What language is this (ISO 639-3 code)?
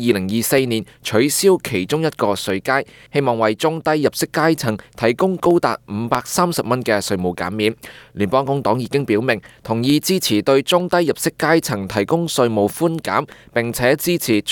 yue